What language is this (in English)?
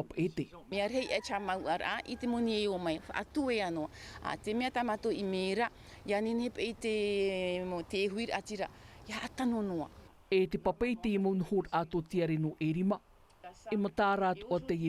Tahitian